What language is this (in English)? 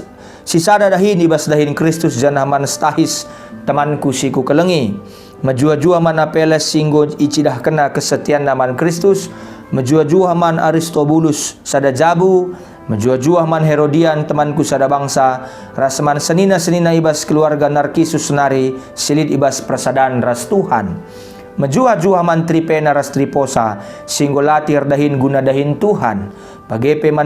Batak Karo